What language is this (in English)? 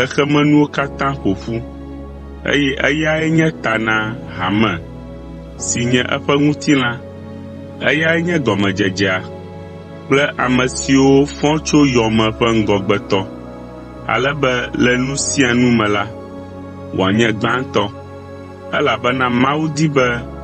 Ewe